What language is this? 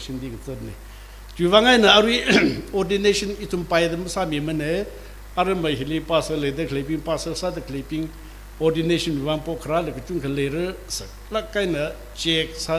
Tangkhul Naga (India)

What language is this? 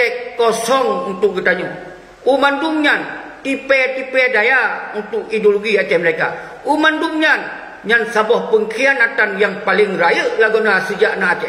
Achinese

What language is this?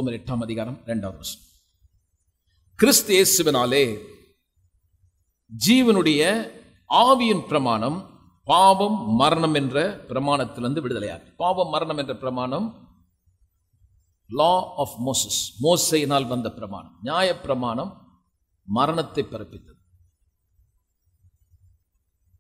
Tamil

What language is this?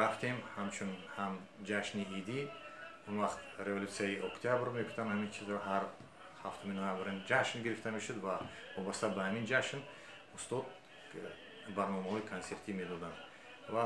Tajik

